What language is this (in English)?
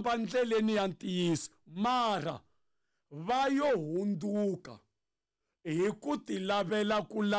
Tsonga